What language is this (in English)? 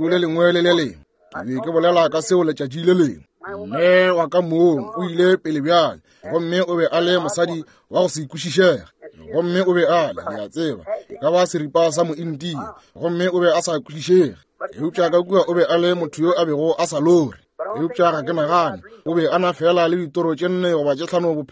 Northern Sotho